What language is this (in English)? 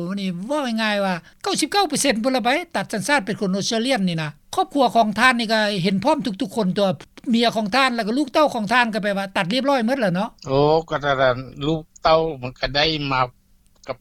Lao